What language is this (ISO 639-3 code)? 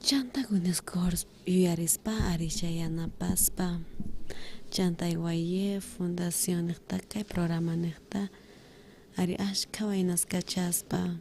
quh